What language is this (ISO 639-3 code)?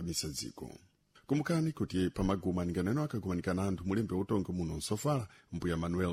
seh